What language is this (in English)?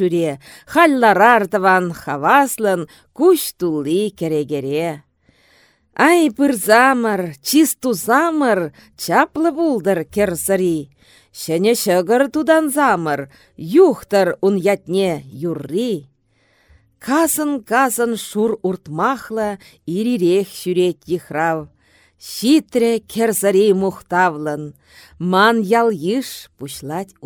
Chuvash